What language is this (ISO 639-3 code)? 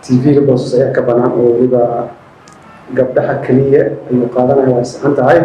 som